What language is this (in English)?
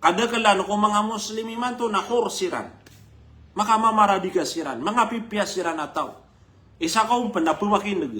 Maranao